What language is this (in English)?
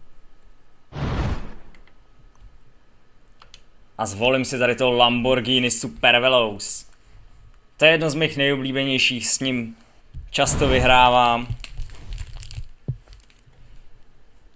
Czech